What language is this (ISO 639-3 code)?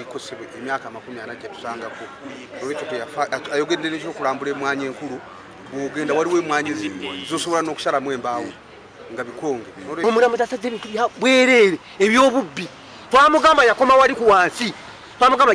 lug